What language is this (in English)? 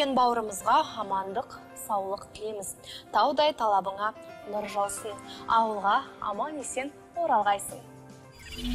Kazakh